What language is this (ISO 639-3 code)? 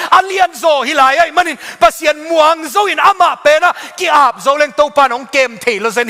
ctd